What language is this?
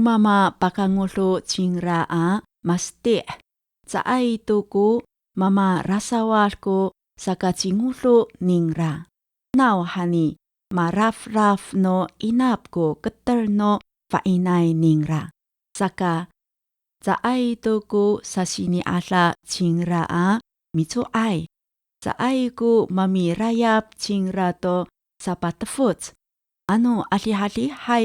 Amis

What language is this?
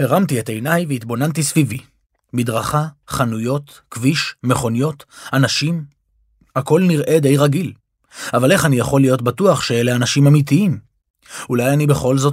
Hebrew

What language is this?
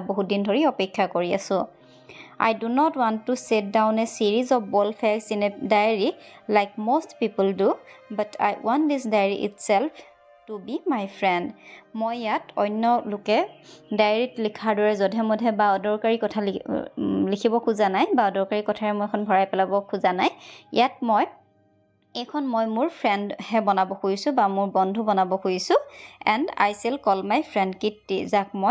Assamese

